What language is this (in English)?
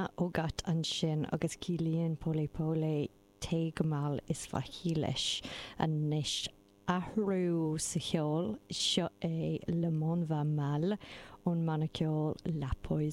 Irish